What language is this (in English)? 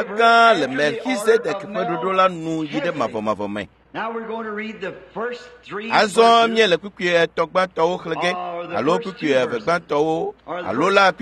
Ewe